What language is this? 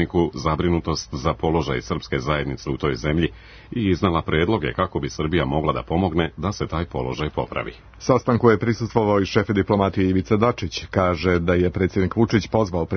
Serbian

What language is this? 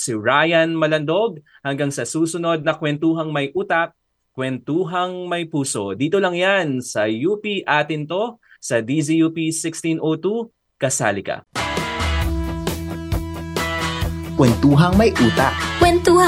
Filipino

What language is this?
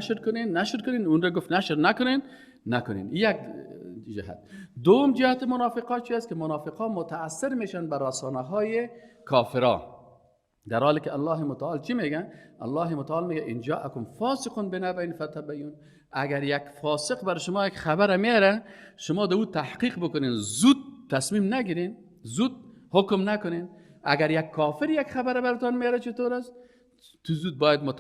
Persian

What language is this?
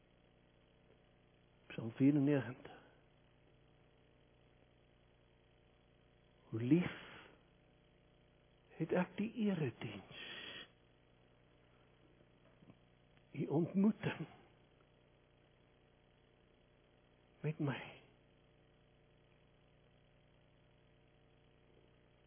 Afrikaans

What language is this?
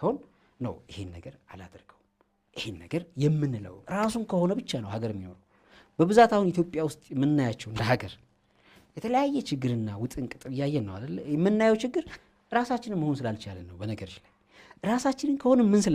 Amharic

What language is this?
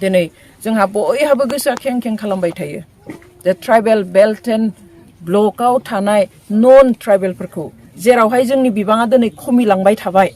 Bodo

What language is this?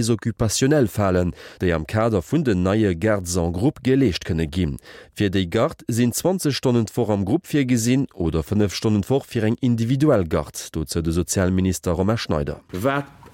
Luxembourgish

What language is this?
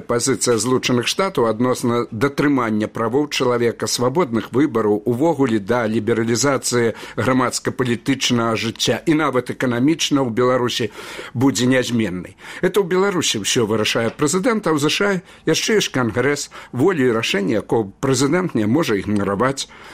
Belarusian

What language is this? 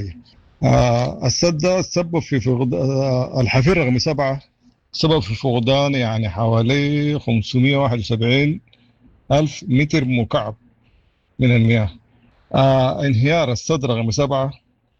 Sudanese Arabic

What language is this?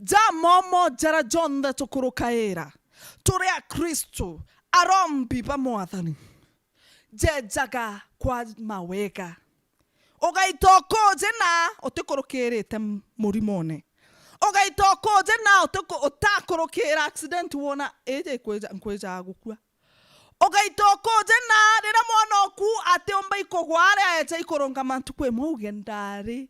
Meru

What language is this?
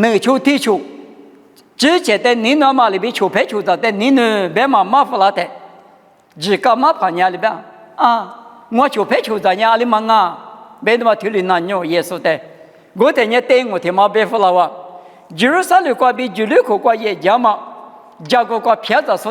Lisu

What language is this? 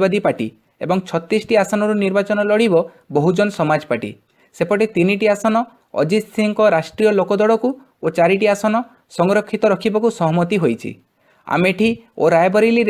Odia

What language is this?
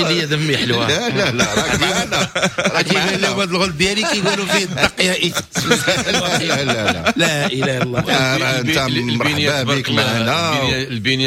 Moroccan Arabic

